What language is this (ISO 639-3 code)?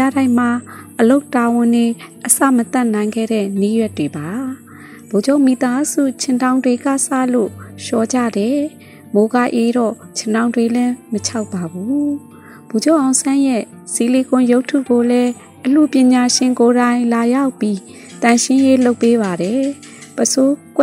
mya